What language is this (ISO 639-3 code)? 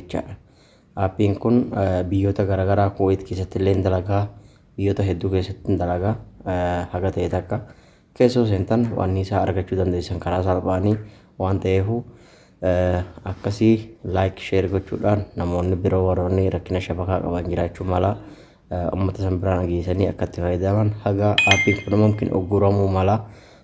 orm